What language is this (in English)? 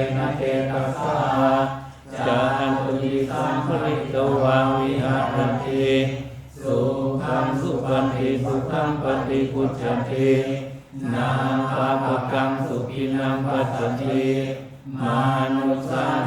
Pali